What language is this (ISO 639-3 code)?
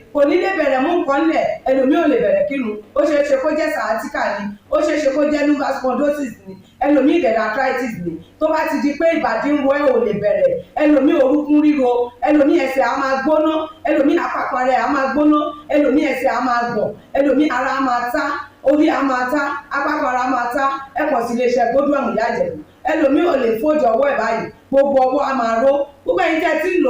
yor